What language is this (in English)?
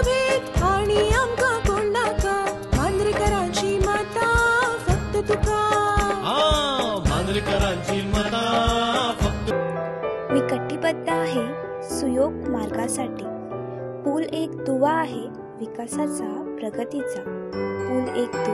Marathi